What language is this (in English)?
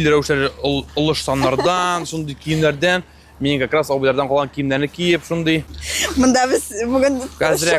Tatar